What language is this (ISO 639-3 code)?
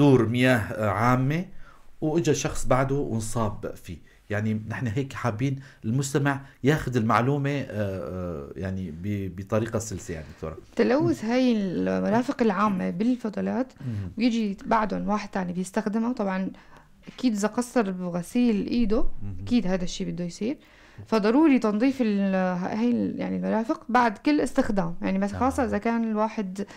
apc